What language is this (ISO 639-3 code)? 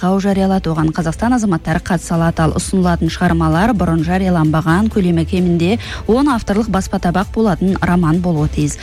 kaz